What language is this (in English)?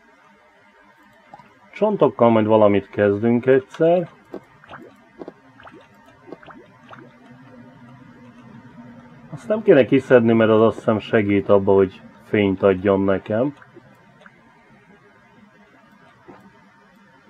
Hungarian